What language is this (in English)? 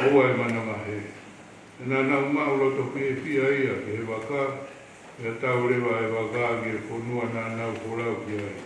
Tongan